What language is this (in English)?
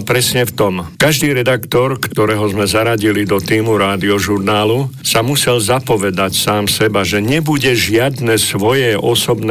Slovak